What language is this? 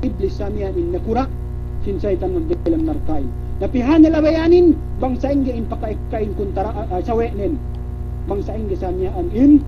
Yakan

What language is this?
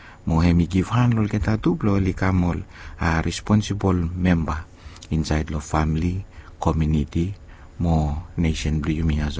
Bislama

